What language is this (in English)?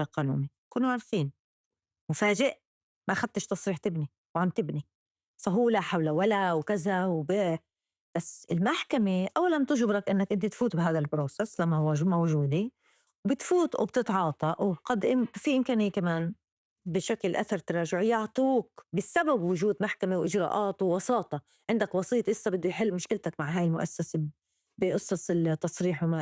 North Levantine Arabic